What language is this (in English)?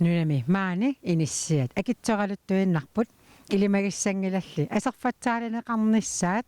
Kalaallisut